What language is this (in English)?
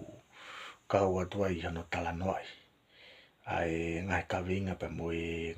Tongan